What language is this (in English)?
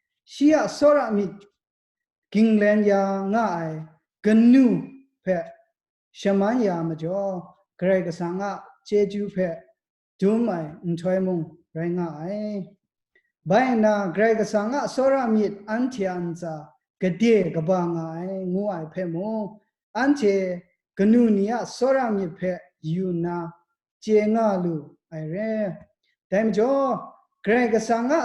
Kachin